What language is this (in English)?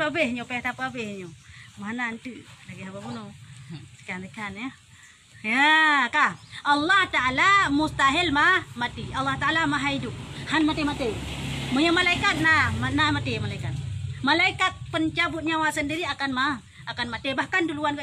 Achinese